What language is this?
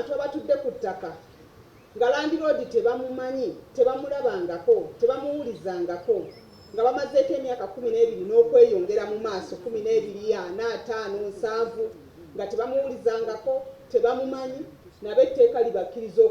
Ganda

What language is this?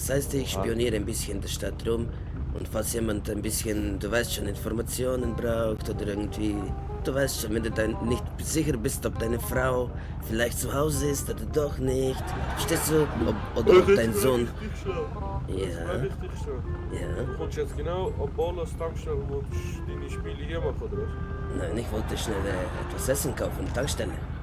Swiss German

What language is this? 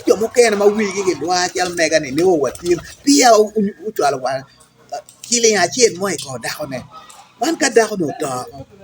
Acoli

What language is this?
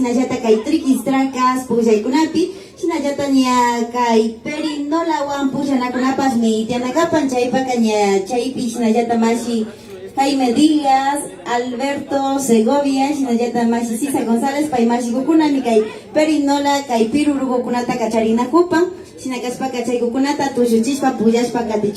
Imbabura Highland Quichua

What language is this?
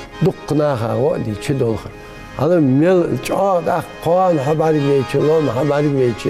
Ingush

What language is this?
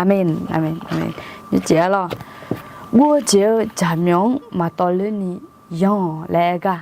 Akha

